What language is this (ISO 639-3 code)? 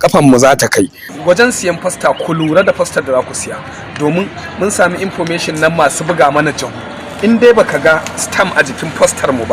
hau